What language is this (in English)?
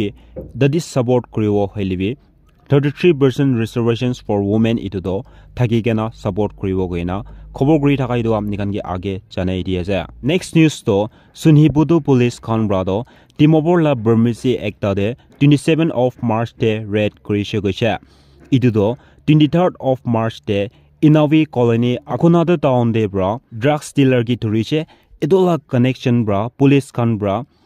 Naga Pidgin